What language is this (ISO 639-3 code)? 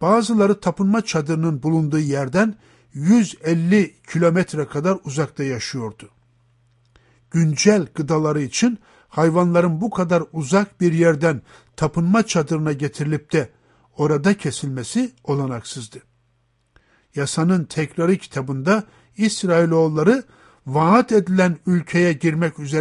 tur